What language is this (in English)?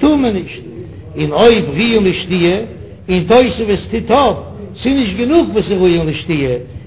Yiddish